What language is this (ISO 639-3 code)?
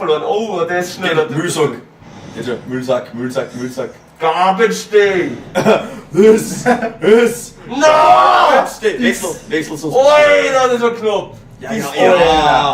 bar